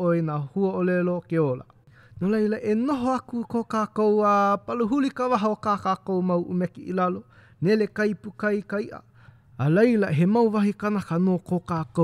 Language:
Hawaiian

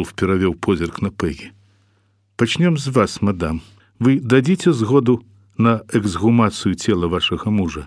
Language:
Belarusian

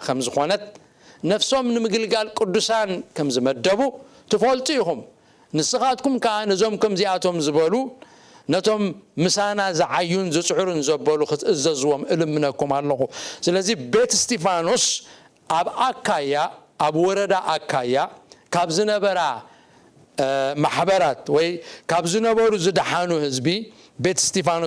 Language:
Tigrinya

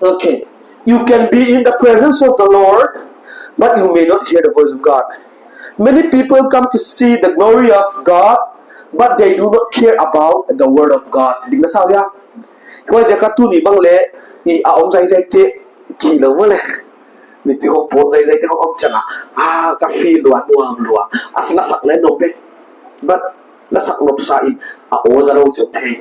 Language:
Paite Chin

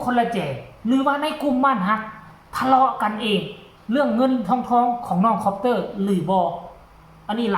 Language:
Northeastern Thai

